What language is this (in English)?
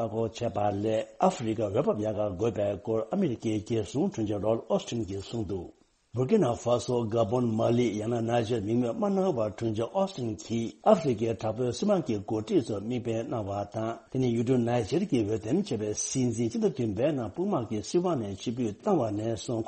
Tibetan